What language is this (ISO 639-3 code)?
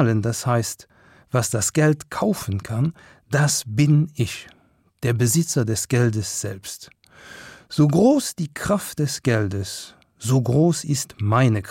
ltz